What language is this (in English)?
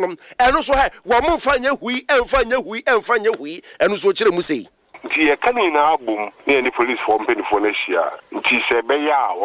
Akan